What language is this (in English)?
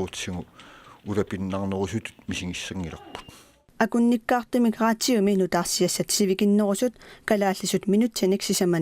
Kalaallisut